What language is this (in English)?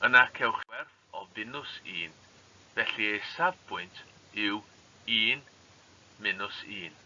Welsh